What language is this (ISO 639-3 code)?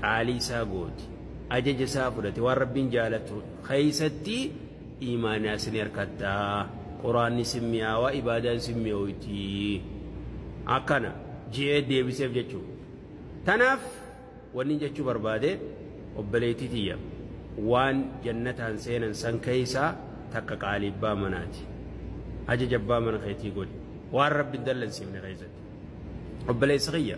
orm